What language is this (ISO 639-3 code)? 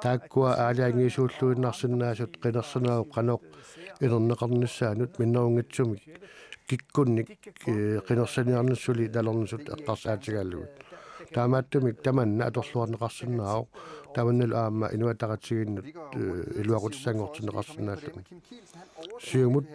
kal